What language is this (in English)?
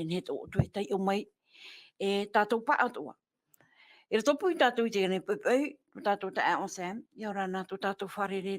Tahitian